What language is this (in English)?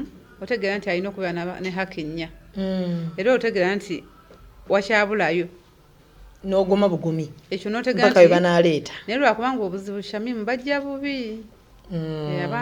Ganda